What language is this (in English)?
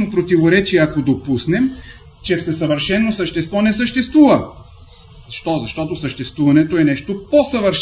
Bulgarian